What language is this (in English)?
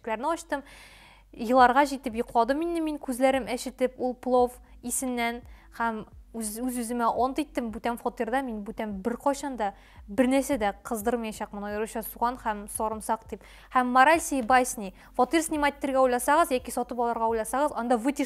Tatar